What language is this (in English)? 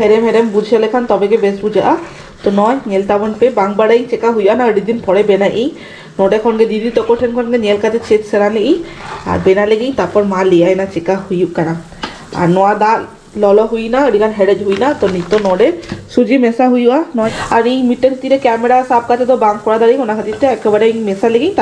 Santali